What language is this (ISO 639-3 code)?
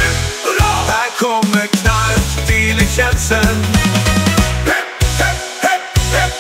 swe